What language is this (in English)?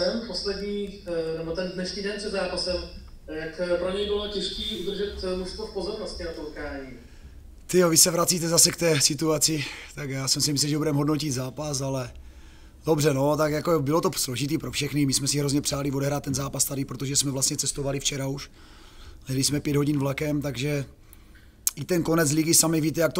Czech